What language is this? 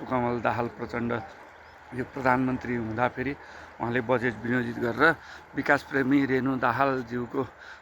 Nepali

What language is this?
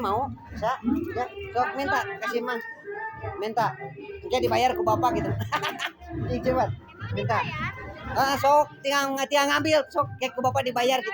Sundanese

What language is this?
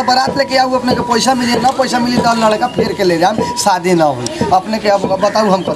Bhojpuri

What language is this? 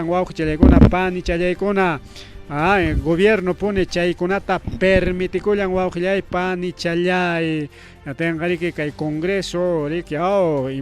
Ayacucho Quechua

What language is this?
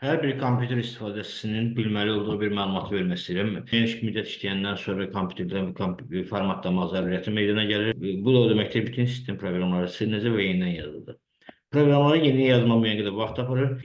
Azerbaijani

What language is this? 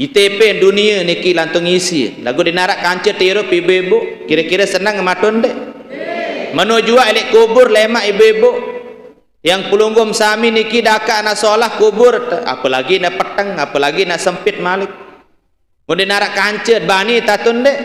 Sasak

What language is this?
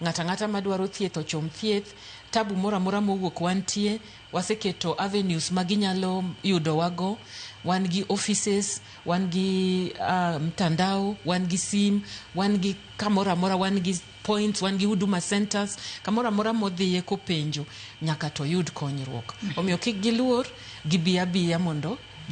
Luo (Kenya and Tanzania)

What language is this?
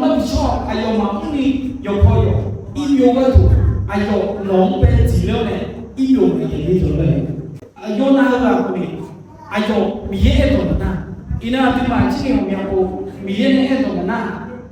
Akha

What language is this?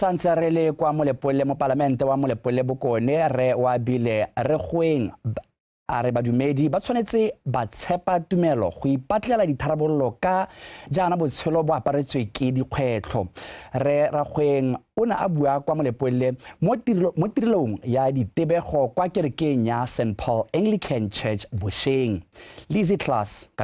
Tswana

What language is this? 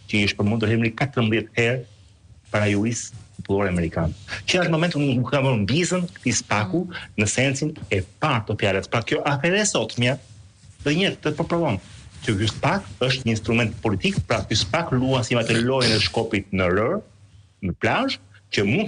Albanian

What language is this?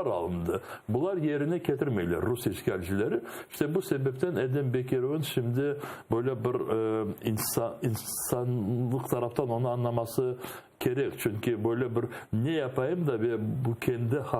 Crimean Tatar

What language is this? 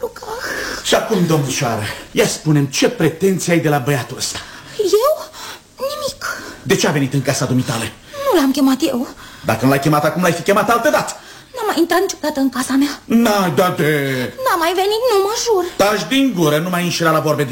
Romanian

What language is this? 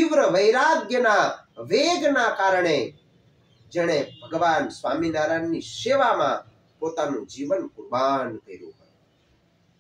Gujarati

